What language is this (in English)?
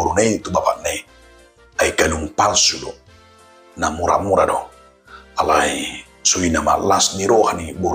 Batak Toba